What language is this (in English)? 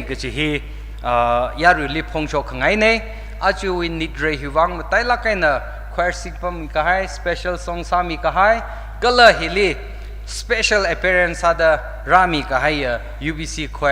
Tangkhul Naga (India)